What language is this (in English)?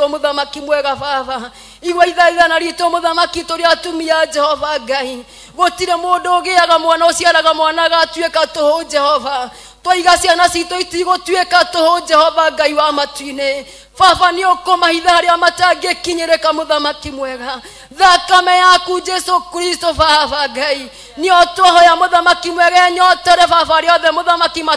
Kikuyu